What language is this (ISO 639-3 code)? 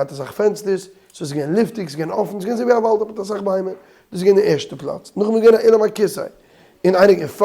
yid